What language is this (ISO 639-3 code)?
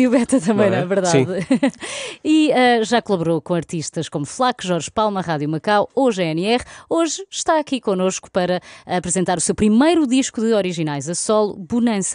por